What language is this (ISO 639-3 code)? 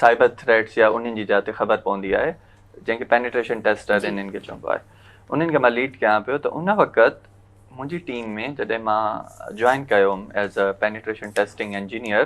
snd